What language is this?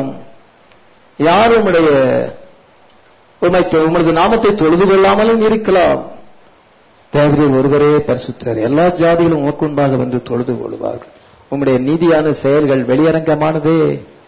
Tamil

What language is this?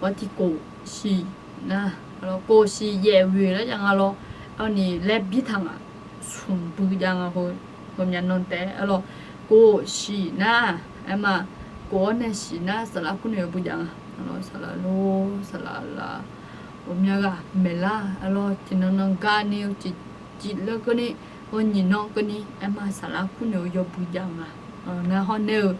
Akha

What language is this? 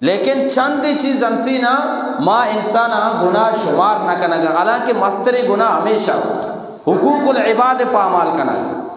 Eastern Balochi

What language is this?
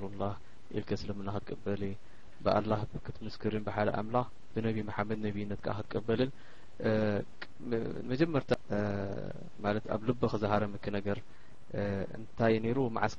Tigrinya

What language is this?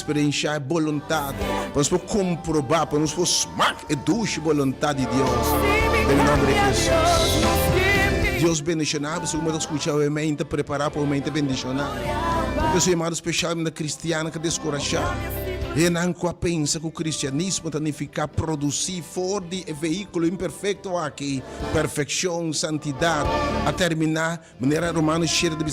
Papiamento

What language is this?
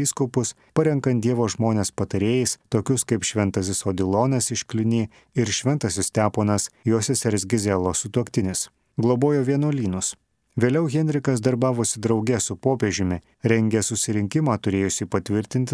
Lithuanian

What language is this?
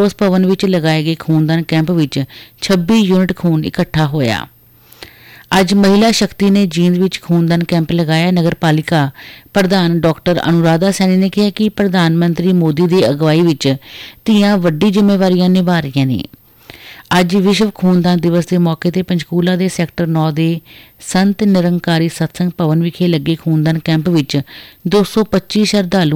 Punjabi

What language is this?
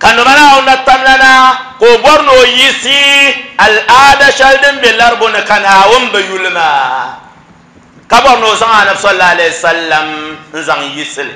Dagbani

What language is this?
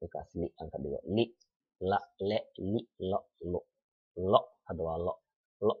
Somali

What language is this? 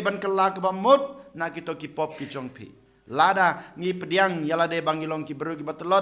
Khasi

